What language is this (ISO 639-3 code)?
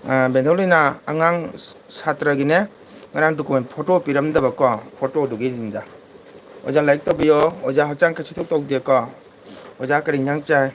mni